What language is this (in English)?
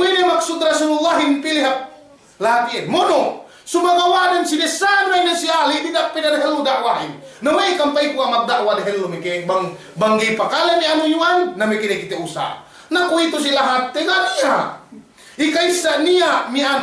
Yakan